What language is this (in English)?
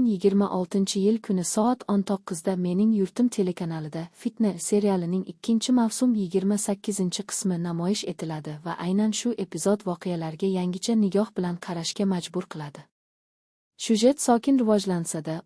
Uzbek